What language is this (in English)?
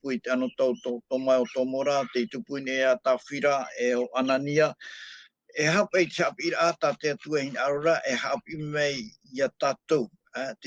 Tahitian